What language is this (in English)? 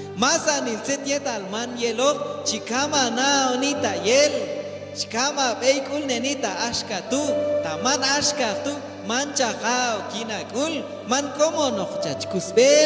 Q'anjob'al